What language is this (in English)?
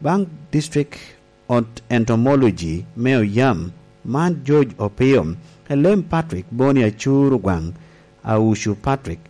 Lango (Uganda)